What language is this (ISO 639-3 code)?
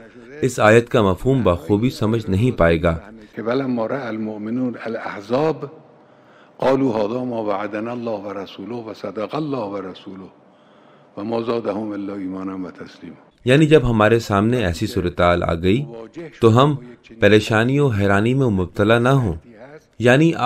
urd